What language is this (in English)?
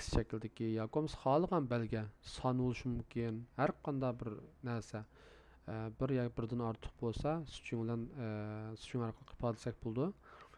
Uyghur